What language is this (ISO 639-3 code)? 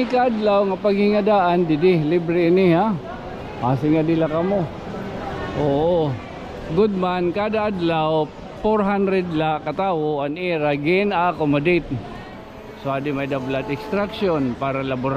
war